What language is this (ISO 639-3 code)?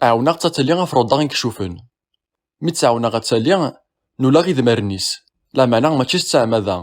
kab